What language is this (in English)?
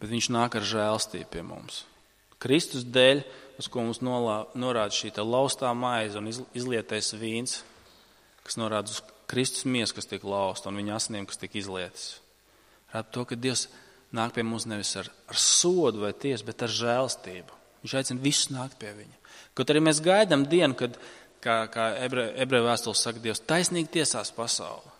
Latvian